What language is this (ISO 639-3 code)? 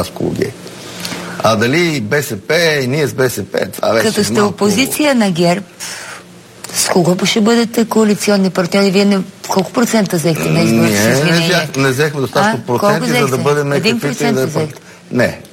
bul